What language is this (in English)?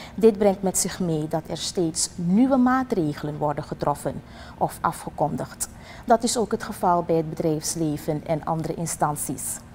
Dutch